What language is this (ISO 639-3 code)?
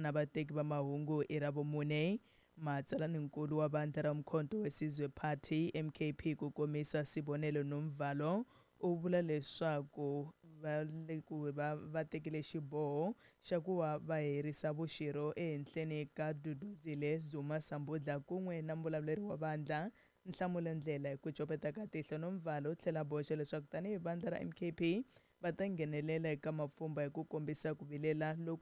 tso